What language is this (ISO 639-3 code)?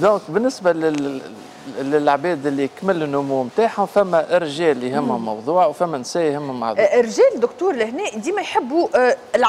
aeb